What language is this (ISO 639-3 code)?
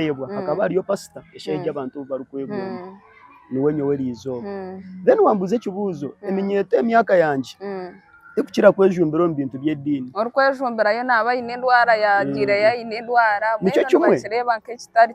nyn